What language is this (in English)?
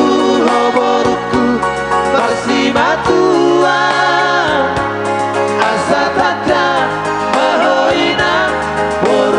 Batak Toba